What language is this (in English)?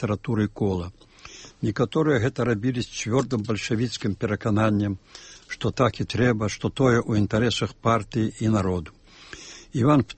Belarusian